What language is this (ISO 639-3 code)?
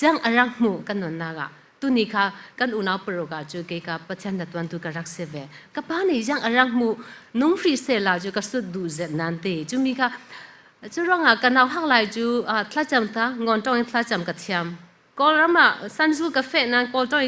cfm